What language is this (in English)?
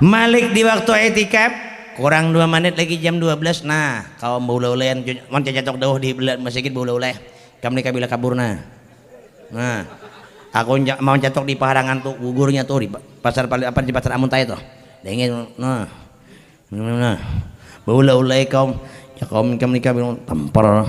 Banjar